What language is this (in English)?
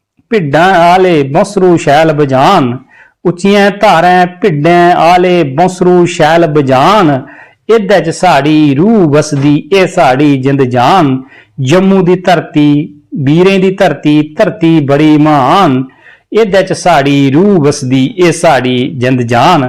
Dogri